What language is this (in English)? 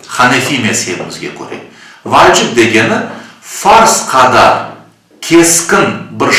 Crimean Tatar